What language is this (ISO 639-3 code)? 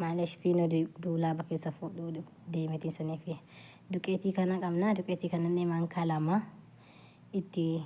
orm